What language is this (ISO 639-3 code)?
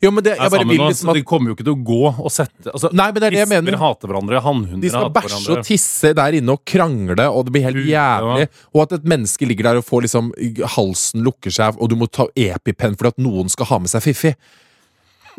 nor